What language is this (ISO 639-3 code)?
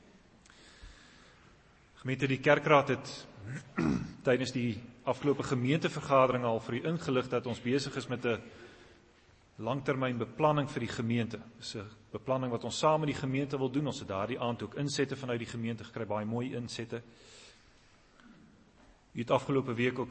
afr